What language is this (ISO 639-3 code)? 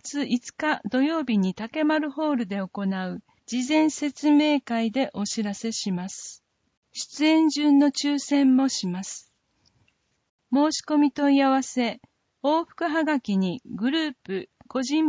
jpn